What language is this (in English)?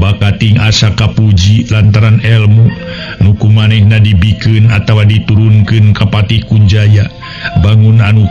Sundanese